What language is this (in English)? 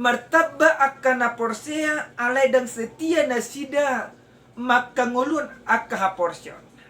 Batak Toba